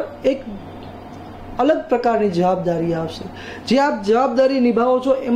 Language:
Gujarati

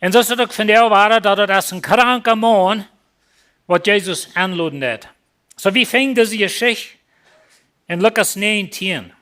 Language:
Plautdietsch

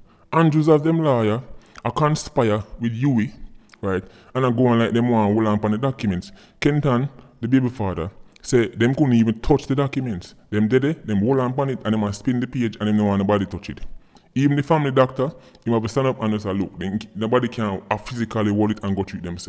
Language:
Jamaican Creole English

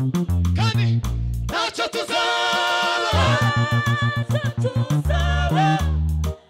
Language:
Kinyarwanda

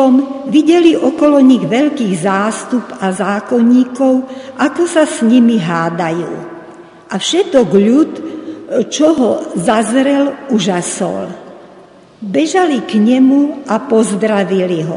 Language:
Slovak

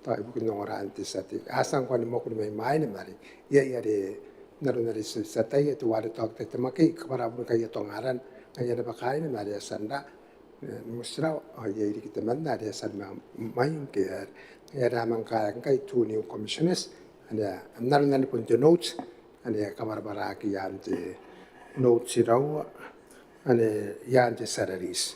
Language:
Gilbertese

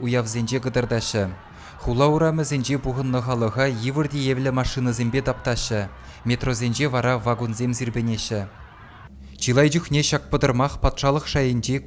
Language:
Chuvash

